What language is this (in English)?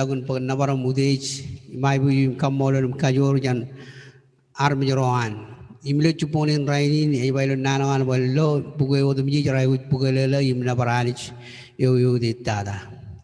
Marshallese